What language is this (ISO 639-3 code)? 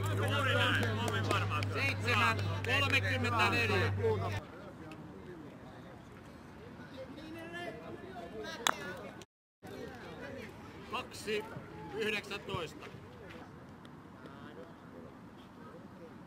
fin